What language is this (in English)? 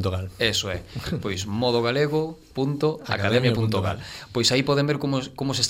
Galician